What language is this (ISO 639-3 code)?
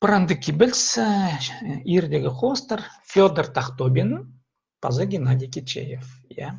kjh